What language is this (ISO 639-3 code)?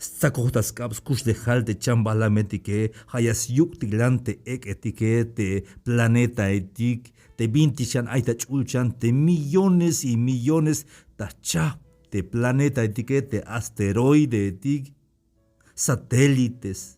tzh